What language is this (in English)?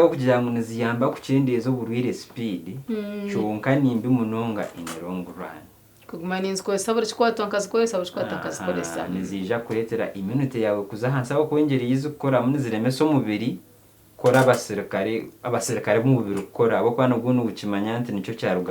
Nyankole